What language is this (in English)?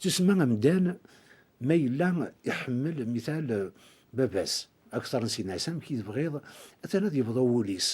Kabyle